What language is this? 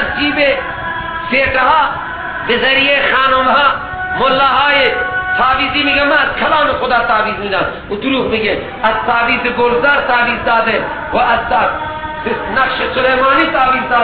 Persian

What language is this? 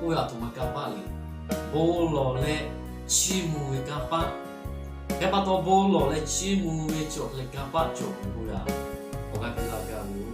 Lahu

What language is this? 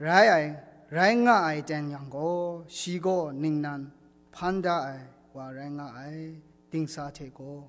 Kachin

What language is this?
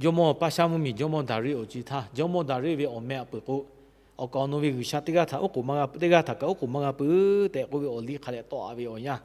Lahu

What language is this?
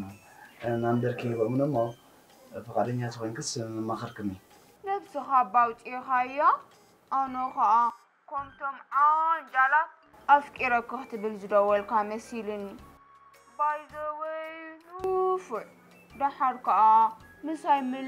Tigrinya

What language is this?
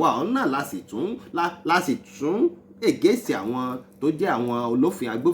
Yoruba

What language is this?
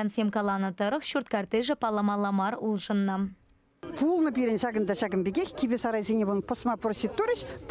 Chuvash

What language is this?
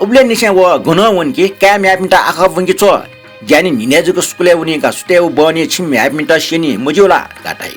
Newari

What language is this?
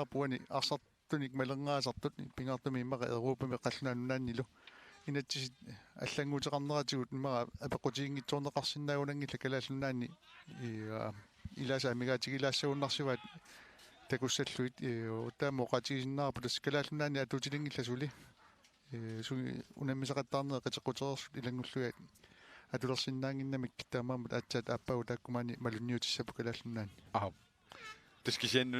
Kalaallisut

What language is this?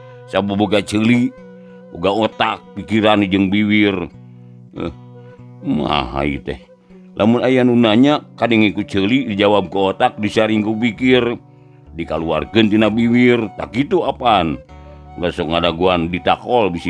Sundanese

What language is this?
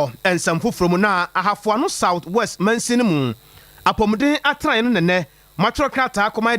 Akan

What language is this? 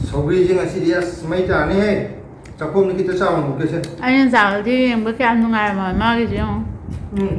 Manipuri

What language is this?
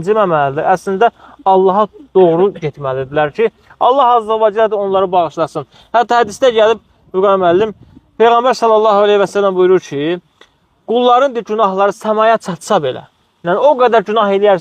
Azerbaijani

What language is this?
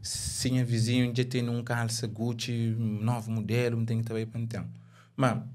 Kabuverdianu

